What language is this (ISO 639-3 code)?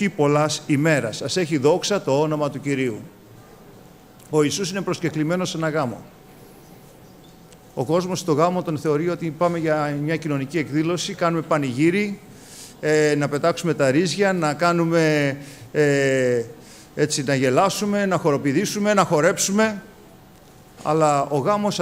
ell